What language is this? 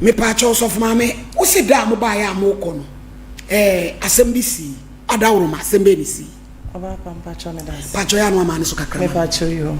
Akan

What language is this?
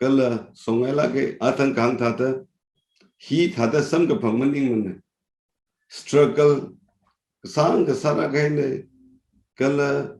Tangkhul Naga (India)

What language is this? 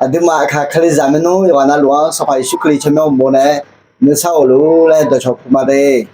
Akha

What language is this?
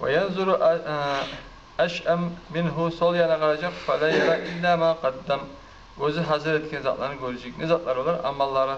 Kumyk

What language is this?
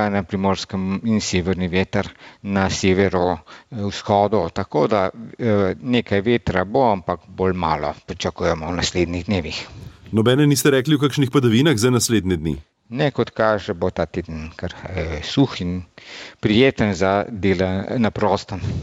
Slovenian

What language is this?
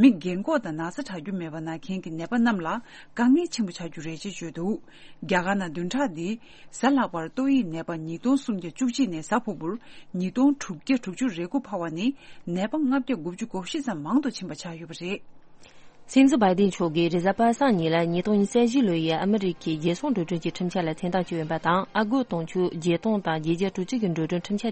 Tibetan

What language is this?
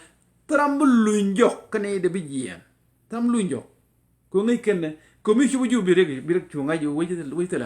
Nuer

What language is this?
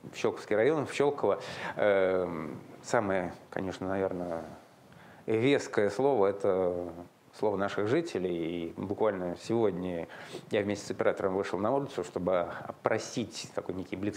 Russian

